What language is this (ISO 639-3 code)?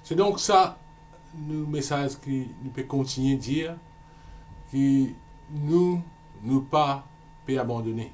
mfe